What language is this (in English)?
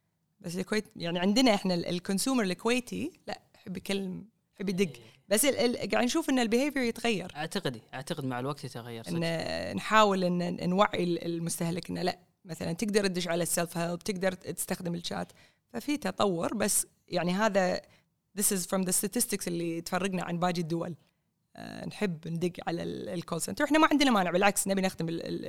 Gulf Arabic